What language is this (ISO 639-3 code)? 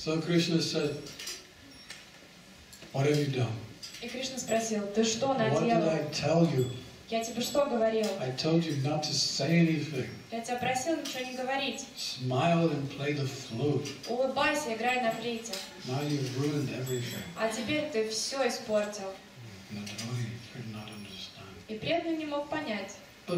rus